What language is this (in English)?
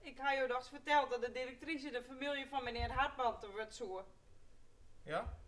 Western Frisian